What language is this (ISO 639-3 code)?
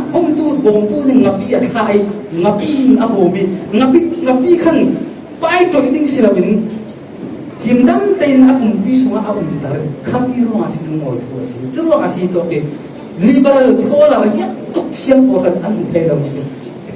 cfm